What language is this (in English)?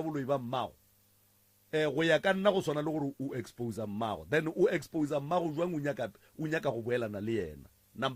Northern Sotho